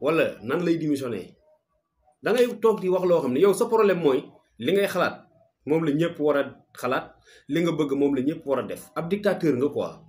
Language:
Wolof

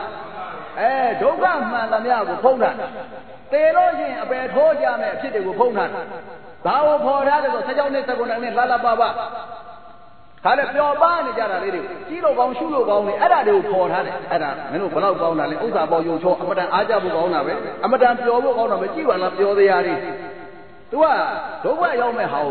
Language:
Burmese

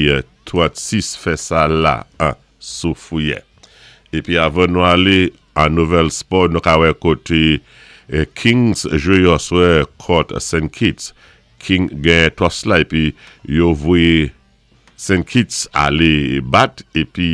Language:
Saint Lucian Creole French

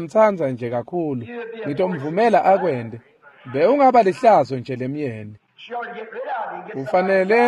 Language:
Swati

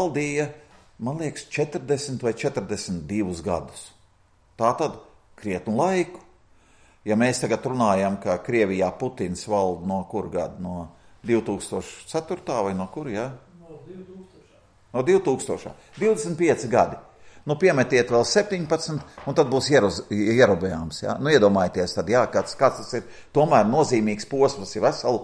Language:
Latvian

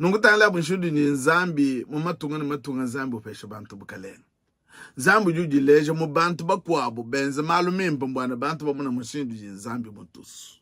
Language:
Luba-Lulua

